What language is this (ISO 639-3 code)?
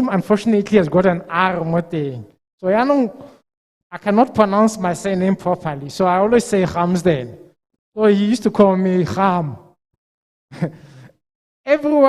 tsn